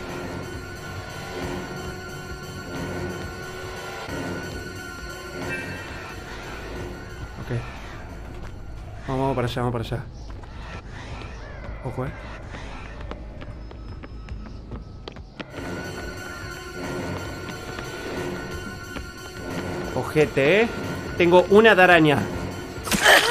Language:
Spanish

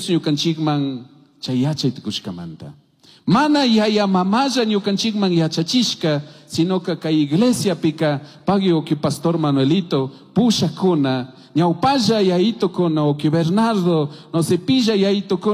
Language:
Chimborazo Highland Quichua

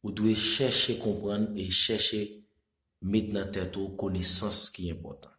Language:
Haitian Creole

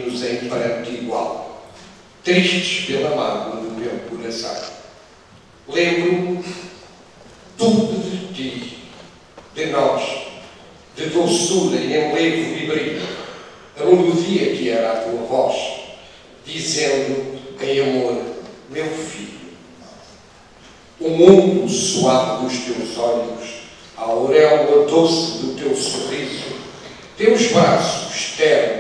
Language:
Portuguese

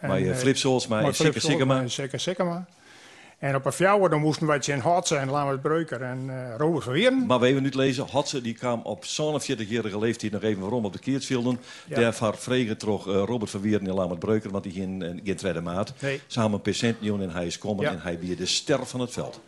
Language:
Western Frisian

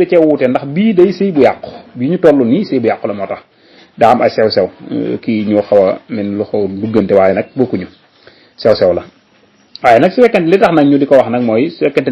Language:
Wolof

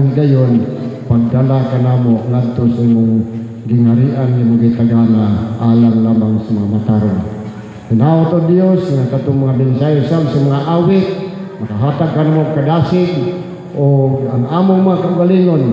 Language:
Cebuano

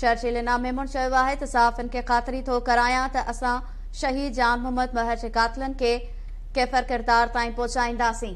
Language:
Sindhi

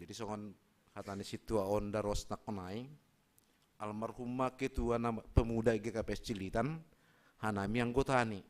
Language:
Batak Simalungun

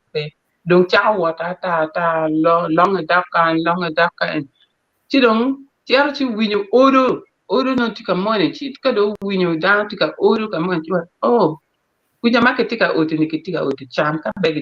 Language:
Acoli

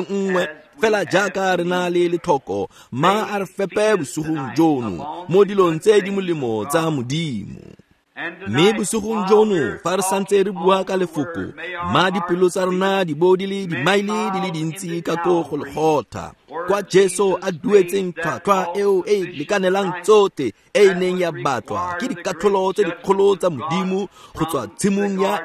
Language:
Tswana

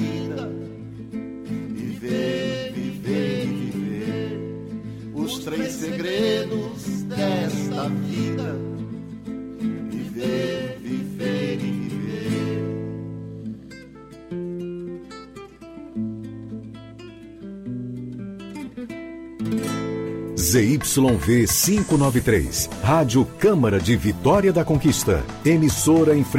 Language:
Portuguese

